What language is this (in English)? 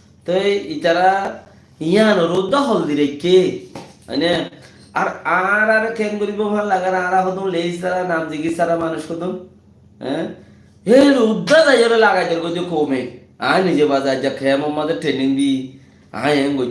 Rohingya